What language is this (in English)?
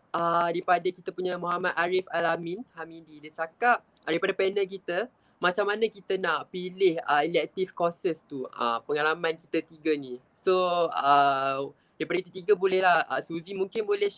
Malay